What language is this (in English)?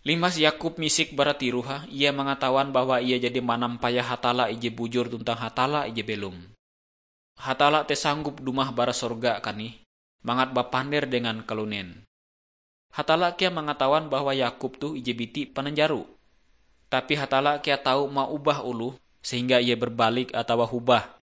Ngaju